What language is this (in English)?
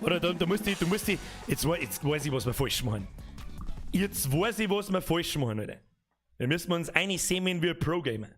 Bavarian